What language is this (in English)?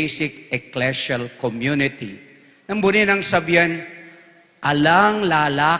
Pampanga